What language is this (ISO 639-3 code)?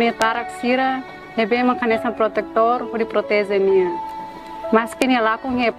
tet